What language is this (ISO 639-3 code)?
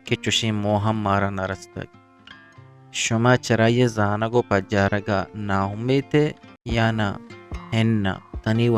bgp